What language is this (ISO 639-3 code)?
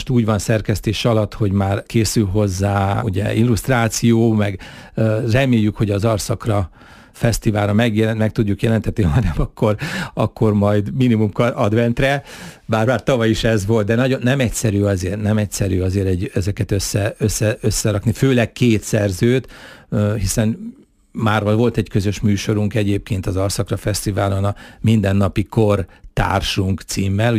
hun